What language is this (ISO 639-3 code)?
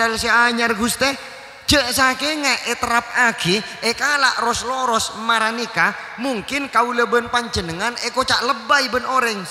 mad